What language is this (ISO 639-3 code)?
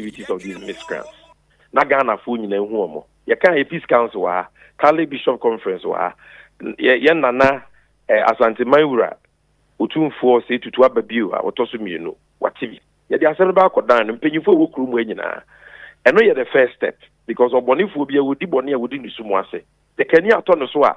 aka